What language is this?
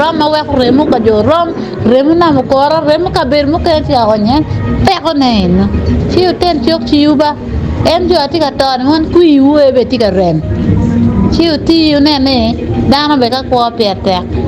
Acoli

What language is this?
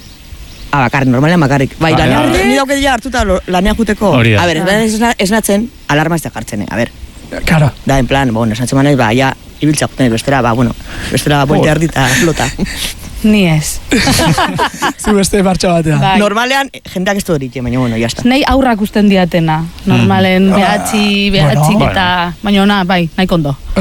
Basque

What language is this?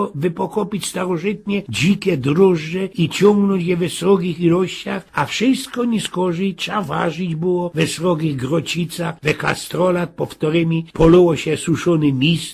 Silesian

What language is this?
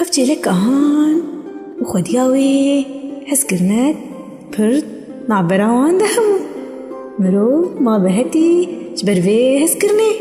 Kurdish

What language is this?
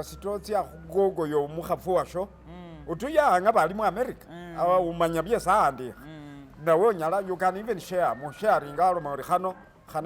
Masaaba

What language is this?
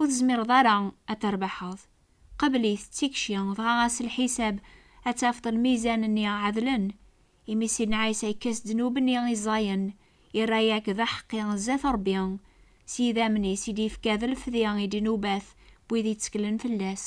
Kabyle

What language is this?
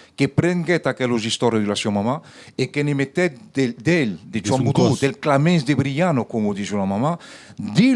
Occitan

